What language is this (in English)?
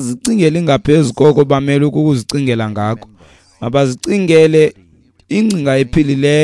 Xhosa